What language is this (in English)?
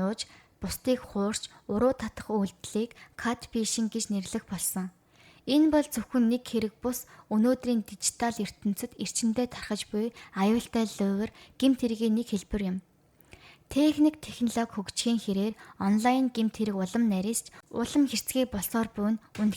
Mongolian